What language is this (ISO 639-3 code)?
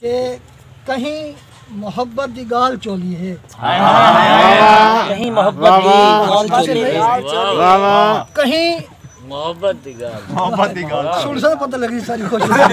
skr